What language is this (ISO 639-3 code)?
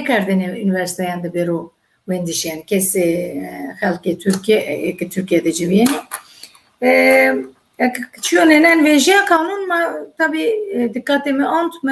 zza